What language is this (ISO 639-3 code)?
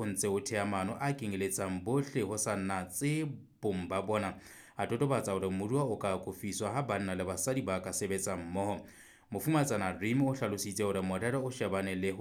sot